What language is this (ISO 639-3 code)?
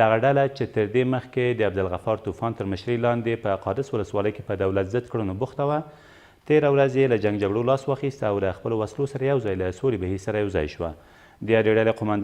pus